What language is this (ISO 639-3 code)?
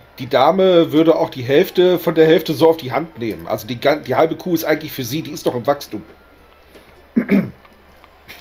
deu